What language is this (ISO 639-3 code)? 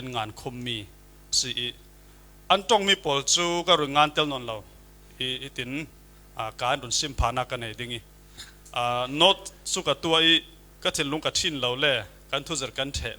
cfm